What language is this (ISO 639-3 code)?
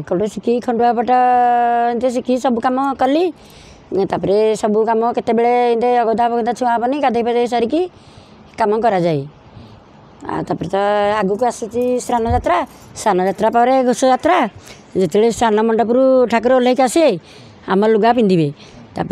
ori